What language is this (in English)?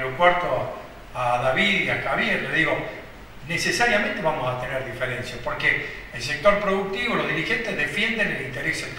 Spanish